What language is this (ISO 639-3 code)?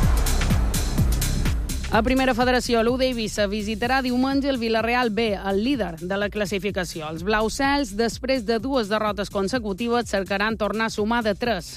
cat